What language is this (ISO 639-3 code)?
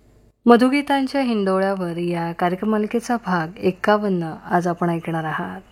mar